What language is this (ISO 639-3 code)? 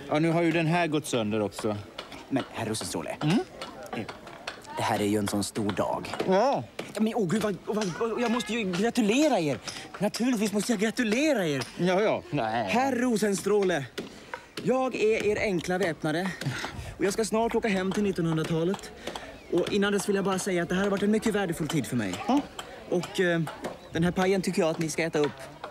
swe